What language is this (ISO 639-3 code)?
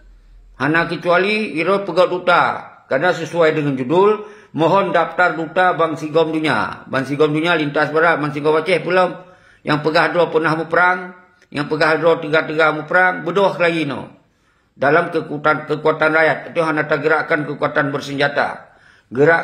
ace